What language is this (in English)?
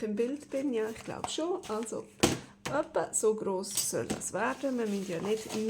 Swiss German